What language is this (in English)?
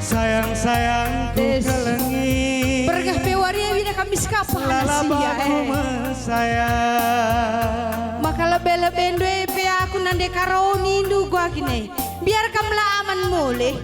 Batak Karo